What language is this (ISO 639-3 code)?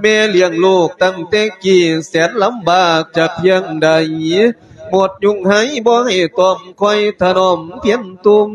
lao